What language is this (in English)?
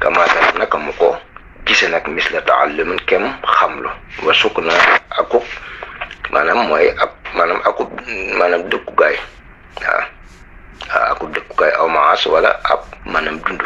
Wolof